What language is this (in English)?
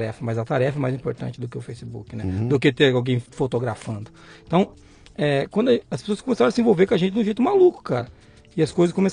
Portuguese